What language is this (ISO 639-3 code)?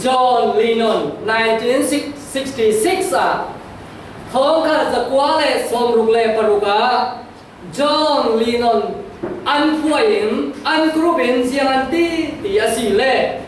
cfm